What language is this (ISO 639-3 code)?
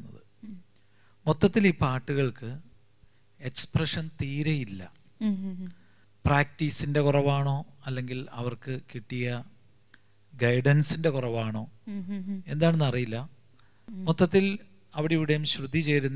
mal